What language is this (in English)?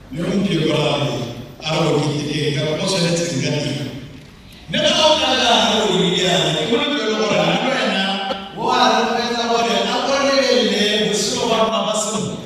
Tswana